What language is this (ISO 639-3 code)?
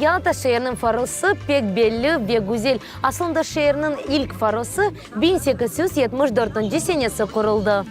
crh